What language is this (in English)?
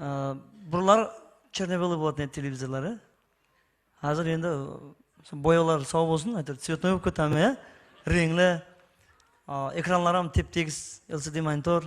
Kara-Kalpak